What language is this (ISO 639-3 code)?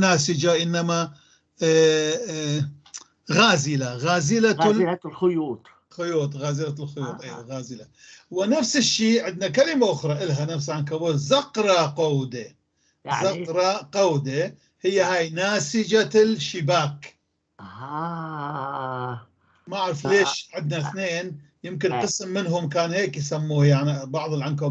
apc